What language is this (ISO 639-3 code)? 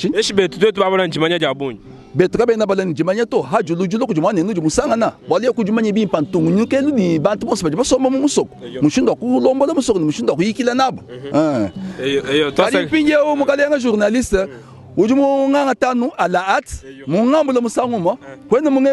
lua